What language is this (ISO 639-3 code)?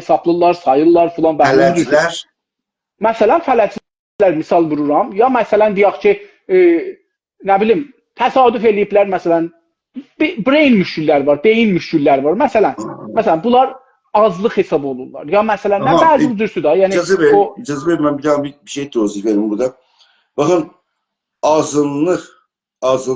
azb